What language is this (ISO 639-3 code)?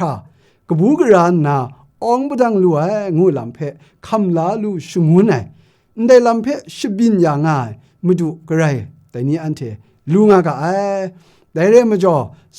kac